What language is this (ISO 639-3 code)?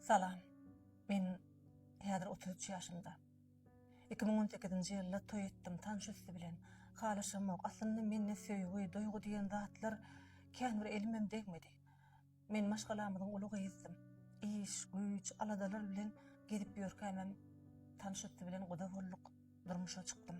tuk